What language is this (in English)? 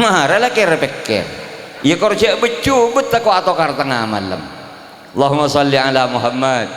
Madurese